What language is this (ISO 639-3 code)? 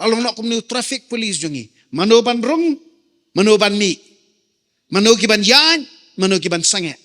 kha